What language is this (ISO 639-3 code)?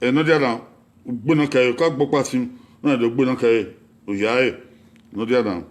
bin